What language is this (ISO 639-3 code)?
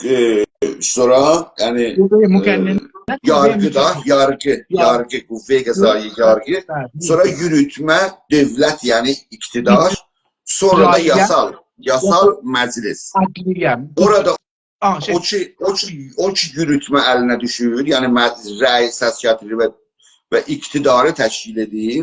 azb